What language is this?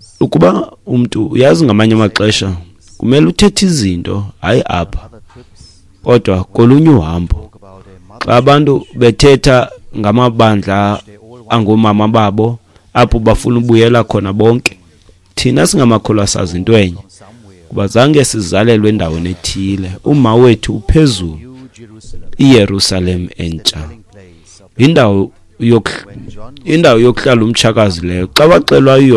Xhosa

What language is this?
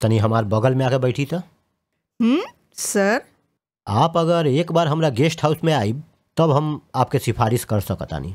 Bhojpuri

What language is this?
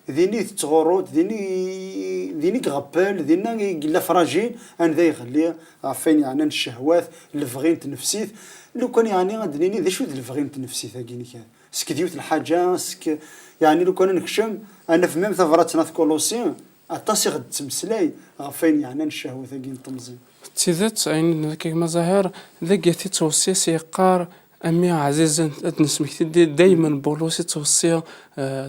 Kabyle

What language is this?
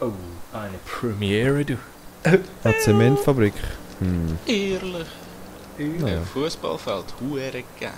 Swiss German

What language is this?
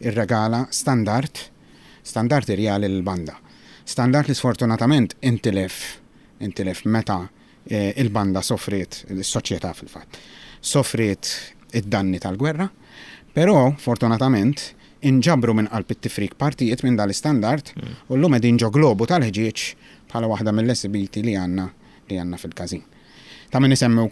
Maltese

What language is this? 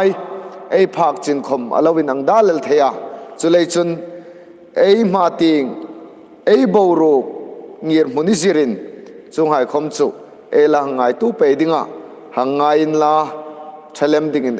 Hmar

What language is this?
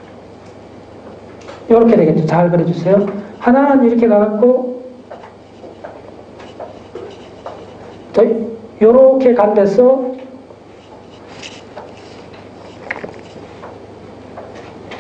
Korean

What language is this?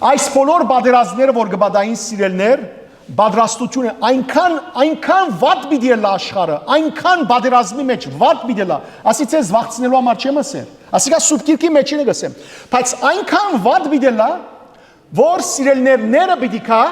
Western Armenian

